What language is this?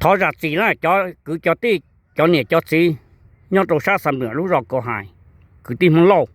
Hmong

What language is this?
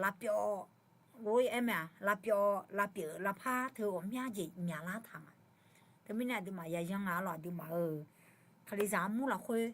Akha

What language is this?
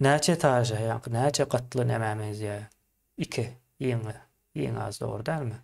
Turkmen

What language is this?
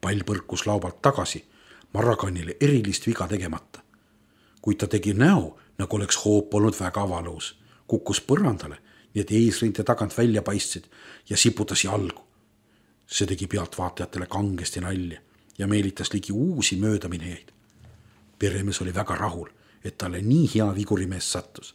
Estonian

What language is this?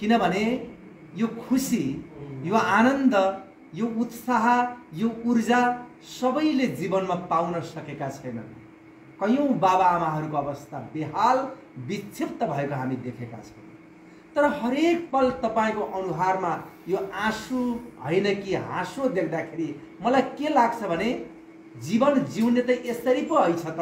Nepali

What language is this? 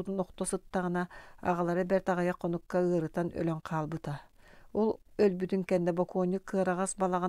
Yakut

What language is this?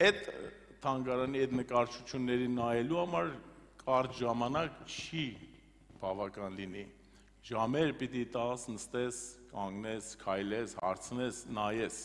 Armenian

